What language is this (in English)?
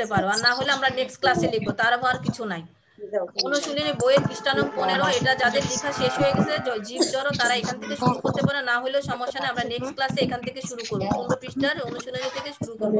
Bangla